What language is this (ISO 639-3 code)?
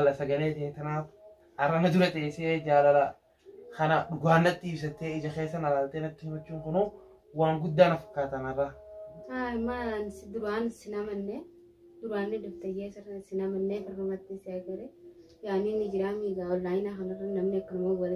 orm